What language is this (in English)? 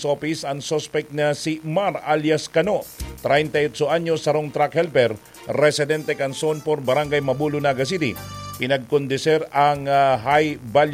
Bikol